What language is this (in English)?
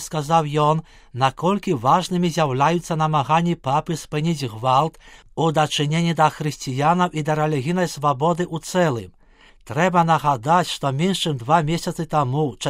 Belarusian